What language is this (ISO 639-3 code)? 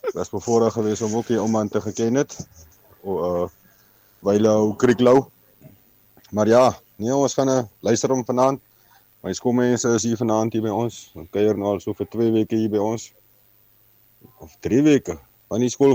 afr